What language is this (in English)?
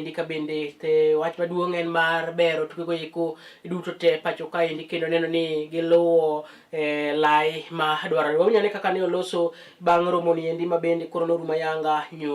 Luo (Kenya and Tanzania)